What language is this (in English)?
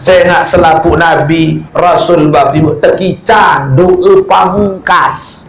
Sasak